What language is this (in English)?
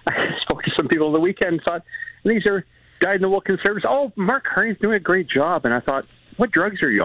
English